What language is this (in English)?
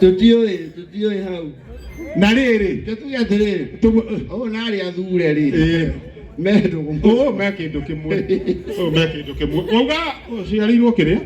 Kikuyu